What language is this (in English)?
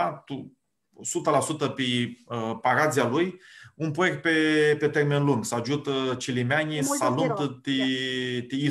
Aromanian